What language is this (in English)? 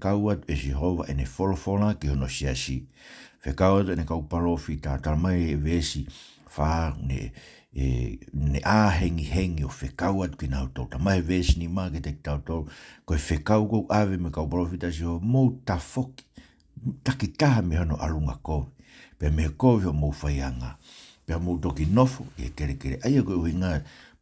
Tongan